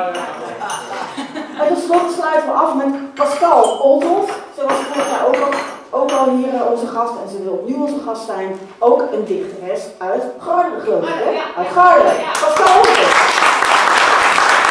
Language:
Dutch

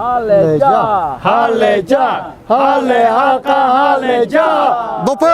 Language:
Lahu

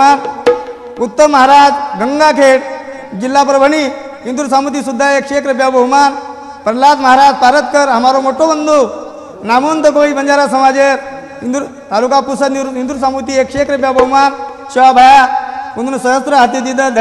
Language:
Lambadi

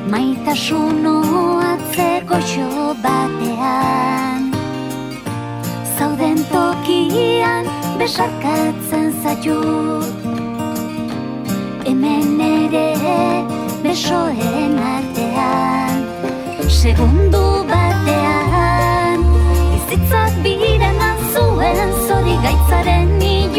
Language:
Basque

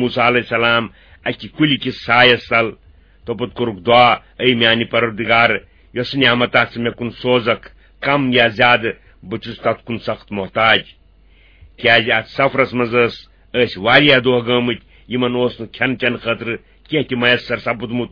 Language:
Kashmiri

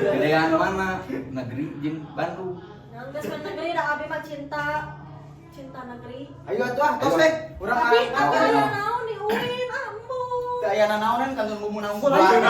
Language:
Sundanese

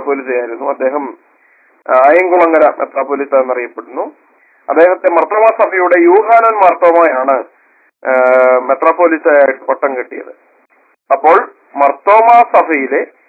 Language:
Malayalam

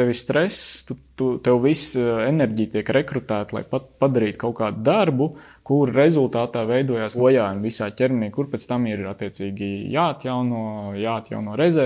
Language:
Latvian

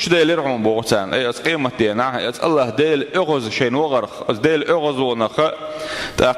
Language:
Chechen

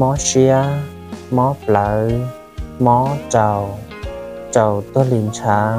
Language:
Hmong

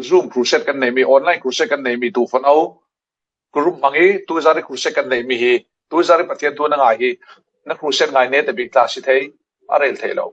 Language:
Falam Chin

